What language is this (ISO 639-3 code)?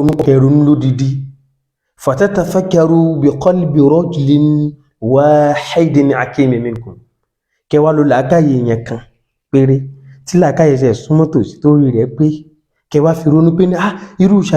yor